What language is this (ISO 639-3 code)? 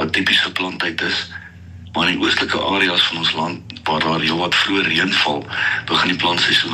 afr